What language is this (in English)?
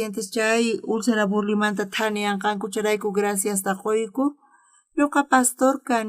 South Bolivian Quechua